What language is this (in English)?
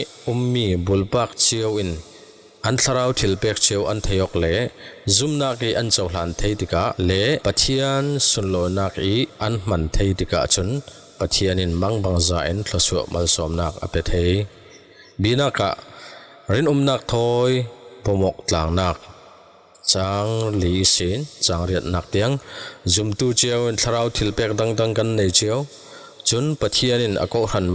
Falam Chin